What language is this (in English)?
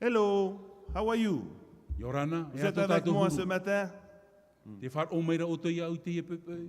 Tahitian